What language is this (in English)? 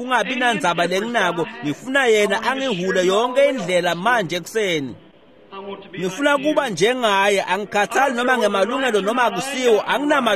Swati